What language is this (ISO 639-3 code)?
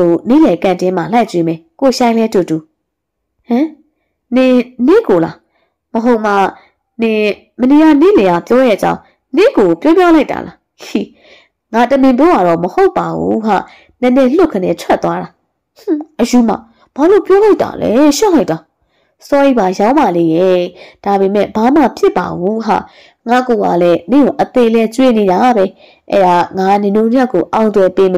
mya